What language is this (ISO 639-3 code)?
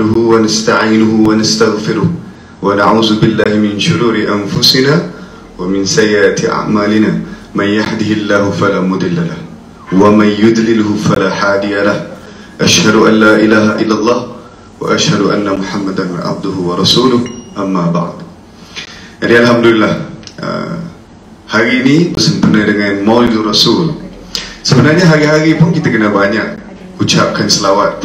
msa